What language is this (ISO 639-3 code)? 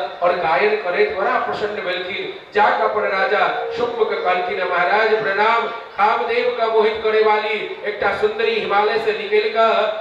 mai